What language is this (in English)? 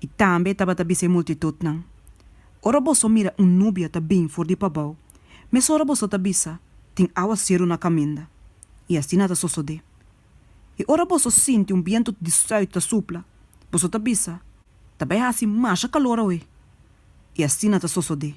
Papiamento